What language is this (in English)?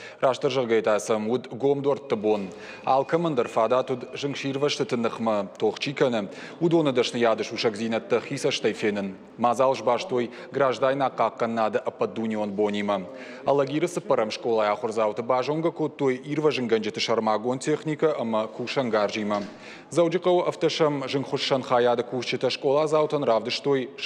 Ossetic